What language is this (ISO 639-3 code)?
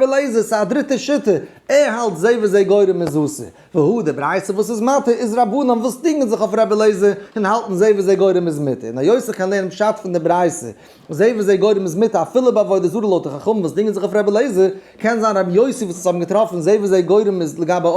yid